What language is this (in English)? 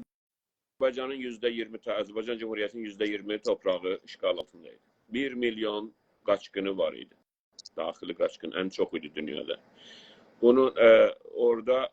South Azerbaijani